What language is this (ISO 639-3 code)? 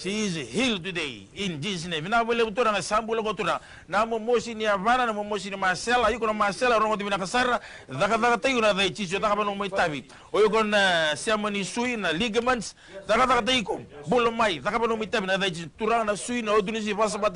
fij